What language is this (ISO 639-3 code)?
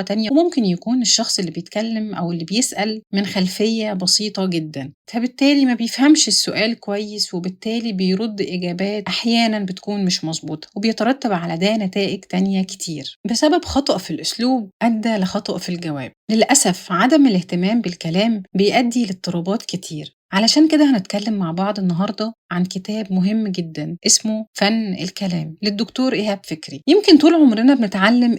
arz